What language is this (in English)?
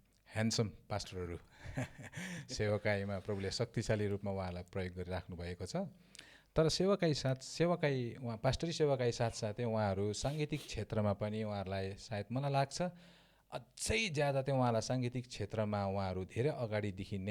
Nepali